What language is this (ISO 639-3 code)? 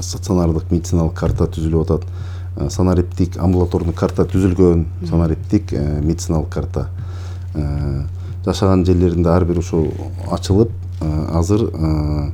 kir